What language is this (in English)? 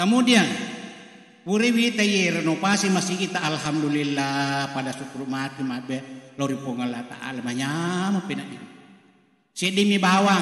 Buginese